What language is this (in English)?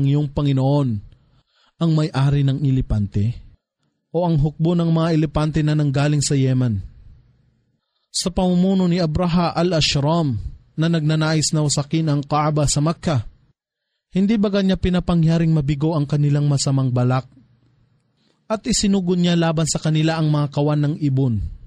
Filipino